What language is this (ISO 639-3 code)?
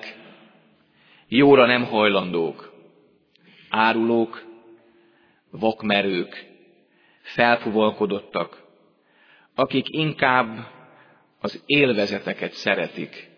hun